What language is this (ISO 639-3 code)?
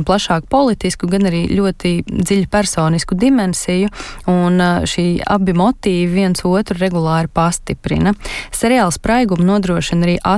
lav